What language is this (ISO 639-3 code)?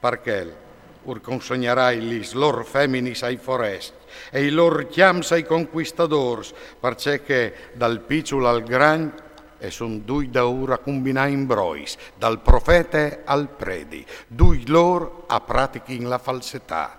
fur